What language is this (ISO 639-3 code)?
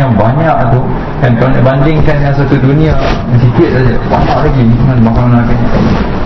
msa